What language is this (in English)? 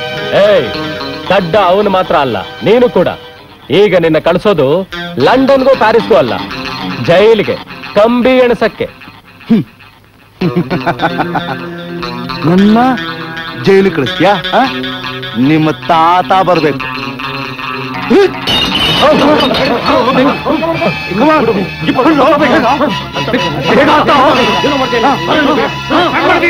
Kannada